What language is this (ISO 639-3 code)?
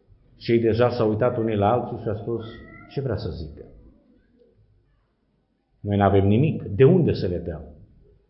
ron